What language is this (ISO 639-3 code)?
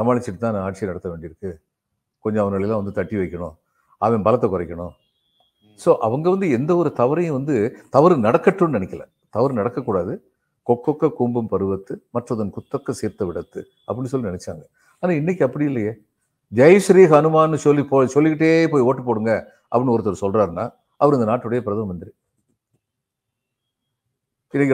tam